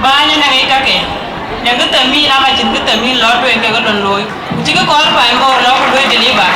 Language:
Dinka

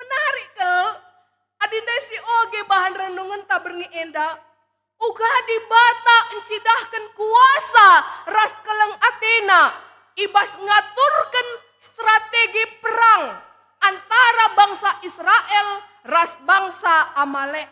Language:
Batak Karo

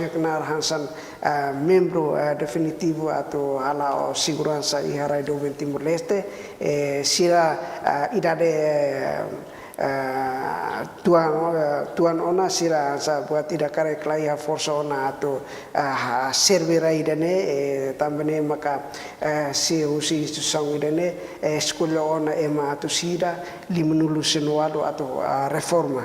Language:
Tetum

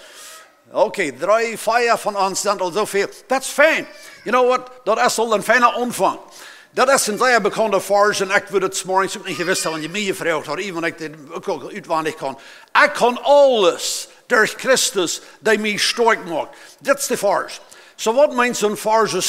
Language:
Plautdietsch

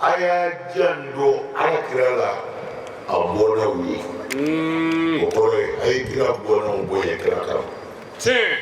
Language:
Bambara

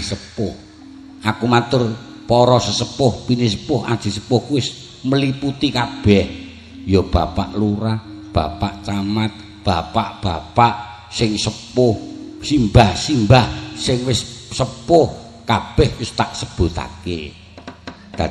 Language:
Javanese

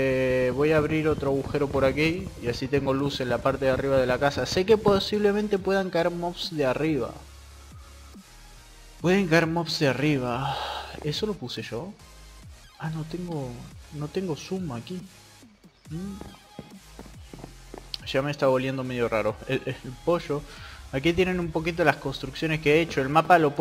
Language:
Spanish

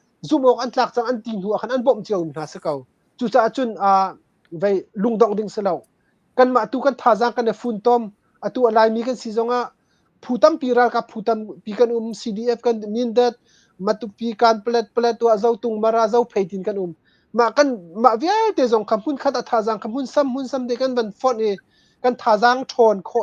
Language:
Hakha Chin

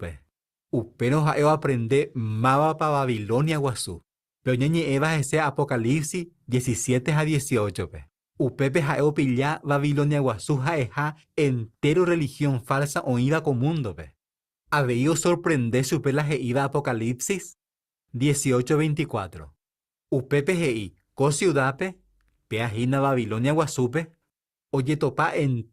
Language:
Guarani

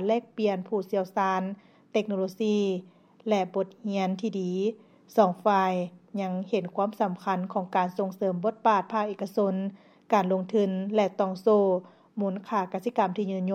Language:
Lao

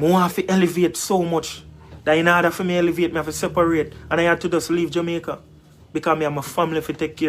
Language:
Jamaican Creole English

